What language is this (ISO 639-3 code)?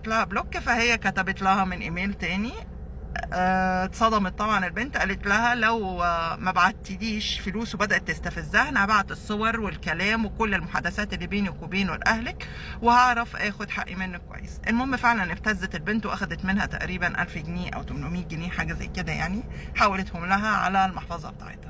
arz